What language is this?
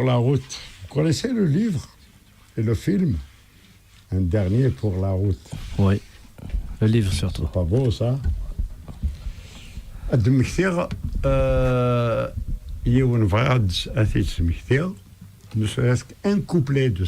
Kabyle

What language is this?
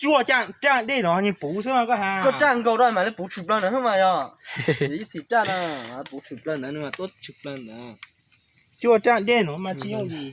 Hmong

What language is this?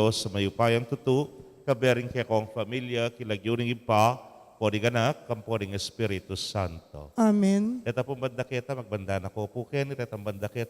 Pampanga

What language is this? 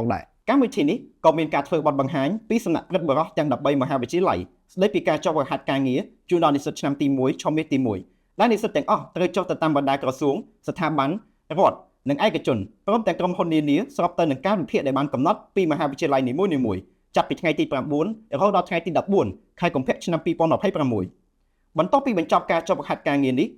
Khmer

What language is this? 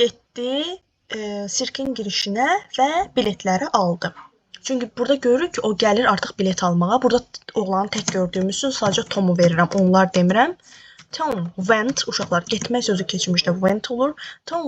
Azerbaijani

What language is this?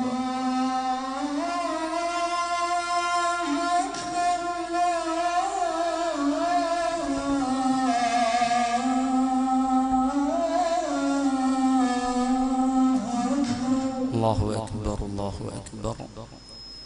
Malayalam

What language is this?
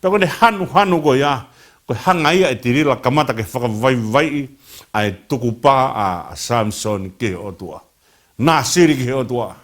Tongan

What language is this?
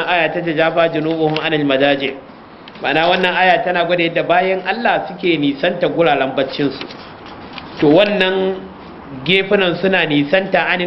Hausa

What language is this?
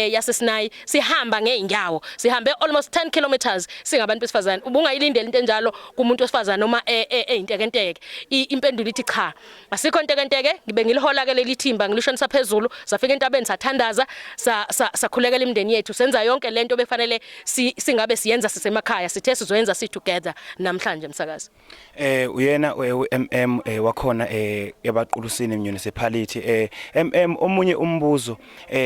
Zulu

